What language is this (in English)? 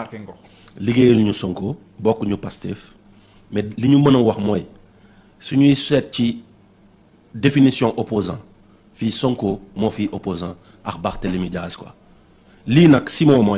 Wolof